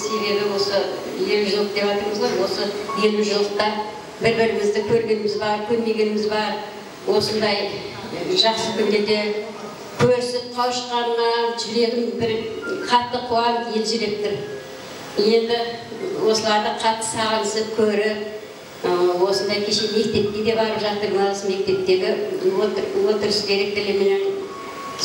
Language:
Kara-Kalpak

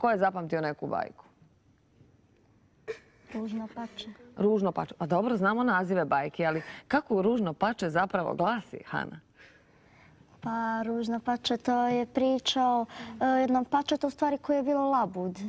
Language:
Croatian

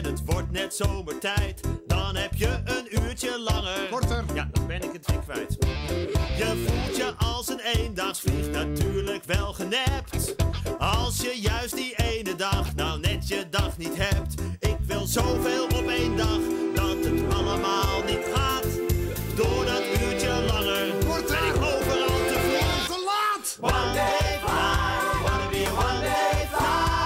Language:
Dutch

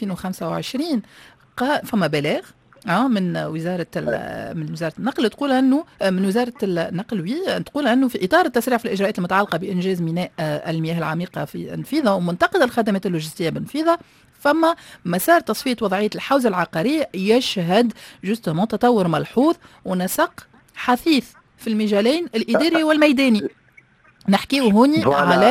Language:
Tunisian Arabic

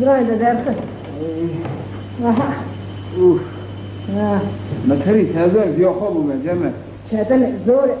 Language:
Kurdish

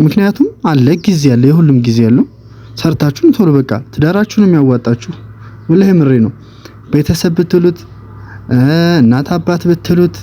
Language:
Amharic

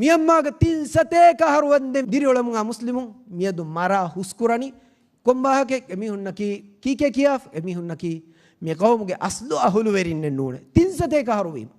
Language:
Divehi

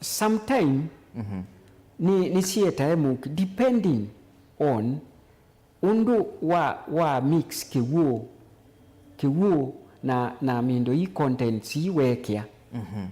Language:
Kamba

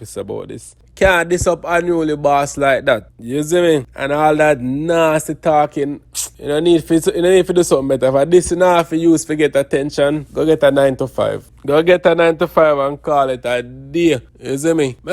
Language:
Jamaican Creole English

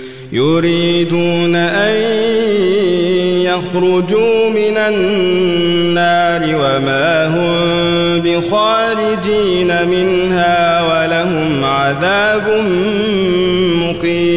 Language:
Arabic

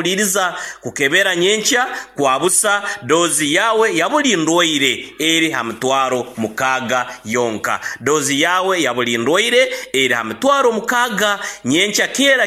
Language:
Nyoro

